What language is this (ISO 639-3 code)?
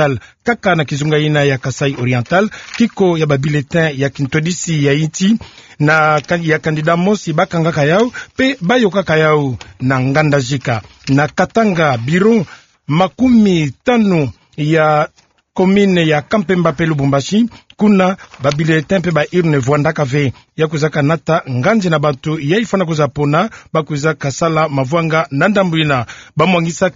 ktu